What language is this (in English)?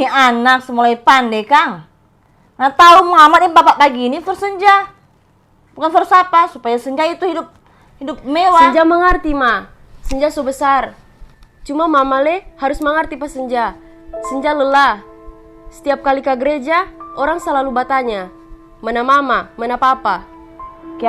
Manado Malay